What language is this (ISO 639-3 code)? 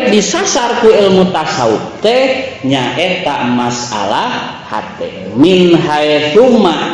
sun